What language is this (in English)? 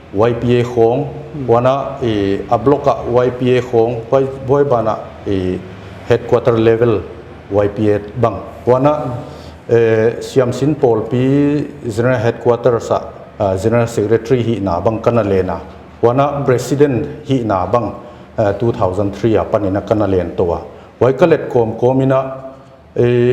Paite Chin